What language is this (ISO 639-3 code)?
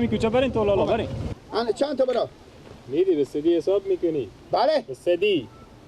fas